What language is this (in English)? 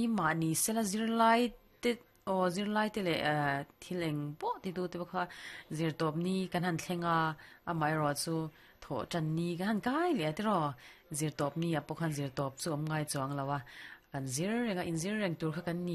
Mizo